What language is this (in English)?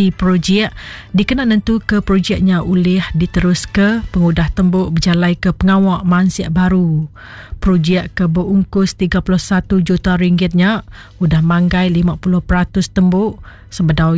Iban